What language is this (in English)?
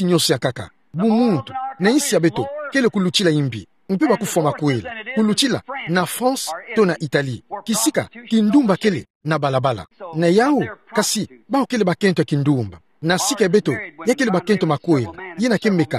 Kituba (Democratic Republic of Congo)